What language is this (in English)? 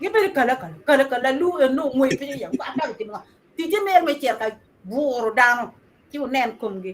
Acoli